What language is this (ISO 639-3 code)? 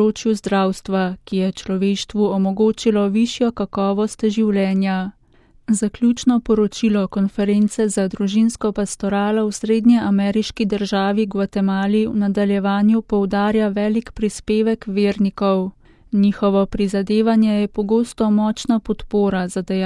slv